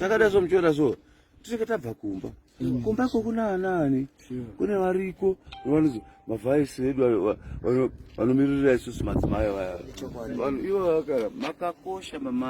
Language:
Shona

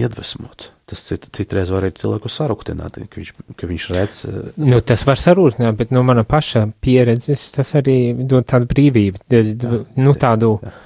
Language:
Latvian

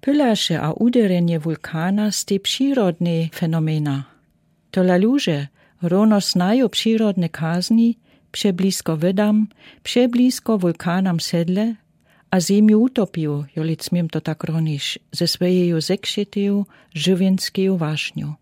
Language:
Lower Sorbian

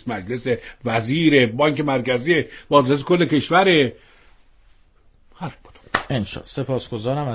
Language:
Persian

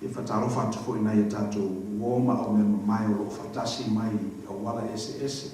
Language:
Samoan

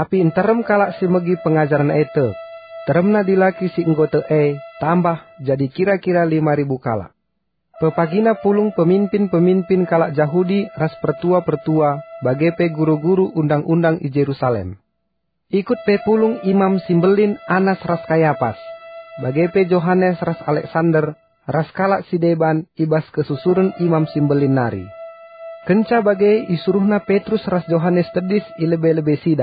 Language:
Batak Karo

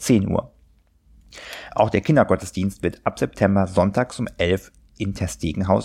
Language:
German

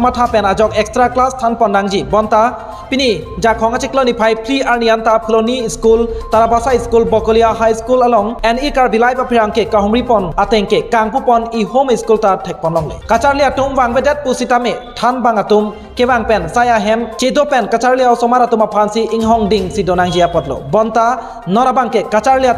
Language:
Karbi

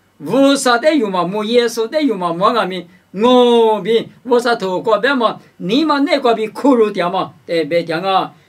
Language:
Lisu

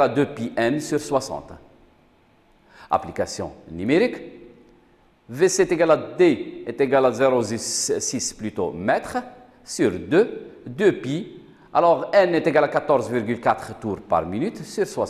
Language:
French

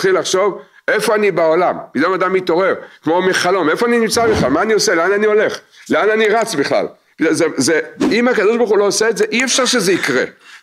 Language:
Hebrew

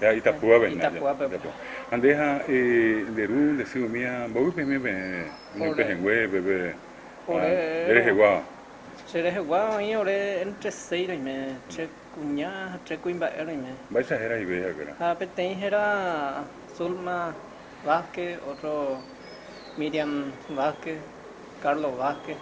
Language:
Guarani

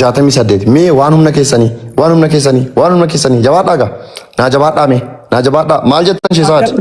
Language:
Oromo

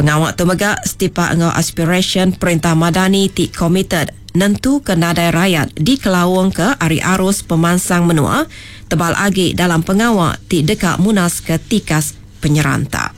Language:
Iban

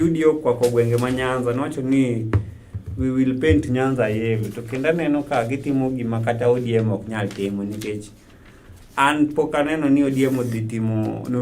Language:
Luo (Kenya and Tanzania)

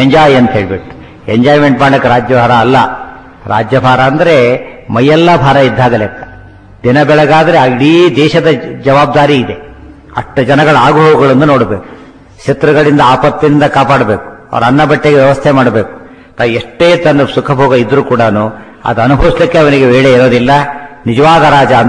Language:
Kannada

